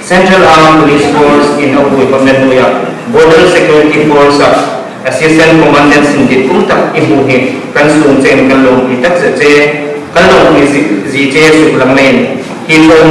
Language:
Hmar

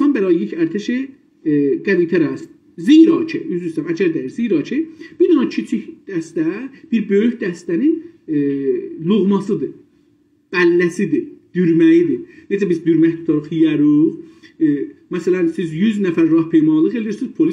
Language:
South Azerbaijani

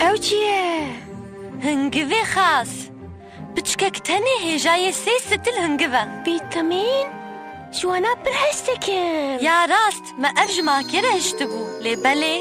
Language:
Kurdish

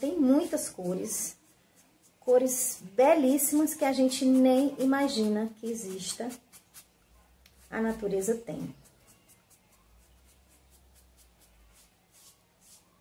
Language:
Portuguese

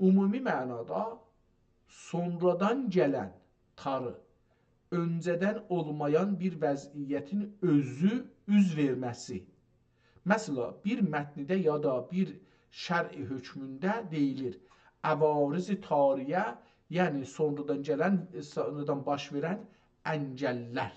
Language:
South Azerbaijani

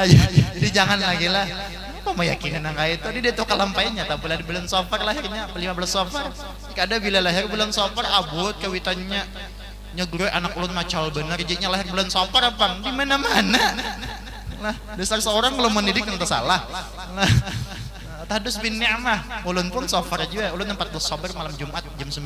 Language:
Banjar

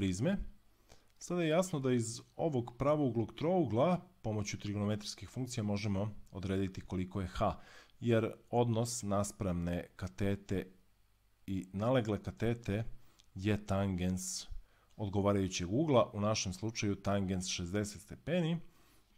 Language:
Serbian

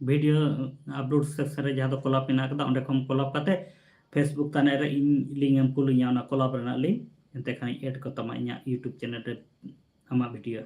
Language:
Santali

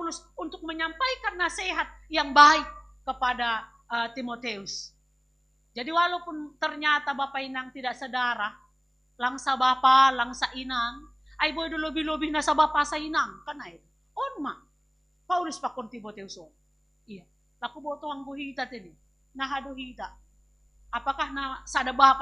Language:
Batak Simalungun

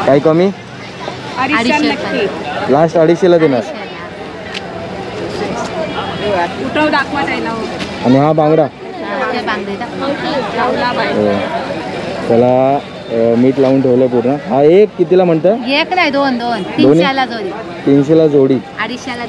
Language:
Marathi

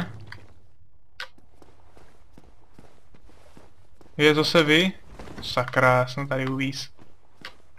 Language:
Czech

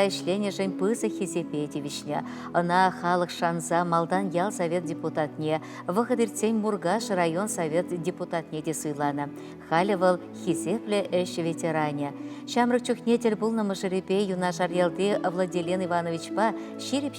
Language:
Chuvash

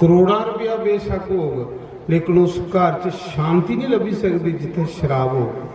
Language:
Dogri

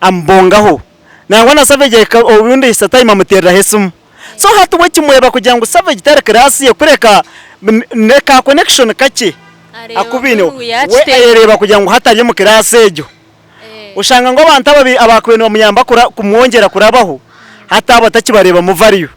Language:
Nyankole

